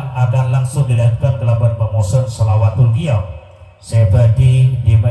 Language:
Madurese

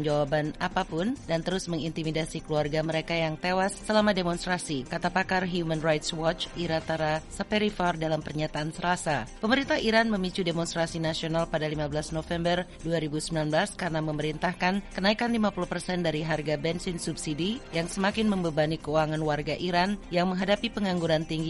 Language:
Indonesian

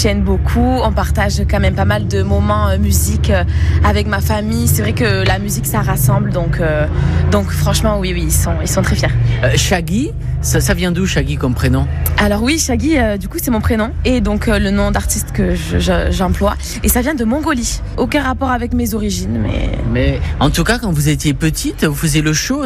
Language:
French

